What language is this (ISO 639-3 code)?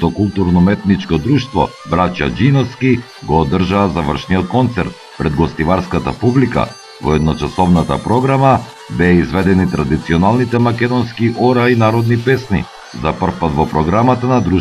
mkd